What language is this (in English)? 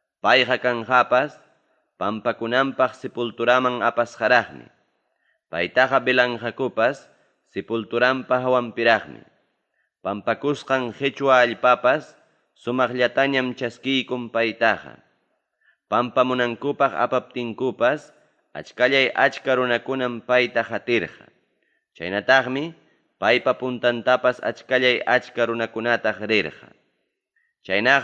Ayacucho Quechua